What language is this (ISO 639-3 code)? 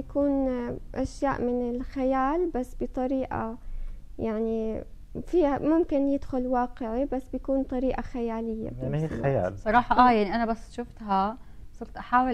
apc